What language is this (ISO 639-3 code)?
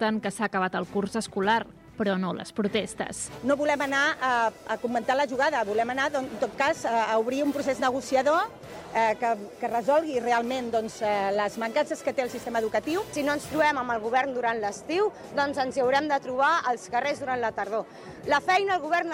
cat